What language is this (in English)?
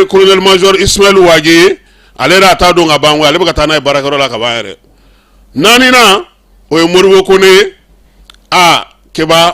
Bambara